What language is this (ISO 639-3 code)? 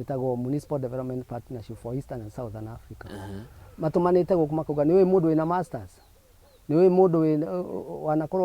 kik